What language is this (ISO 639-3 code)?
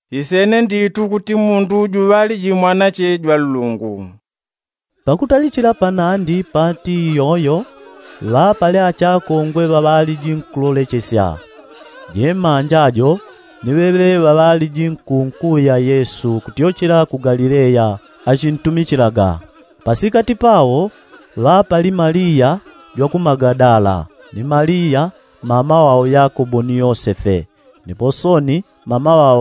yao